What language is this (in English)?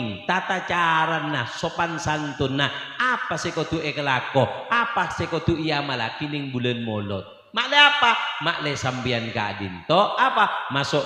Madurese